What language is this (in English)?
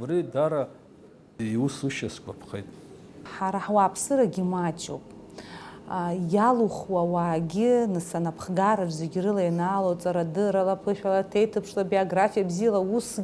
Abkhazian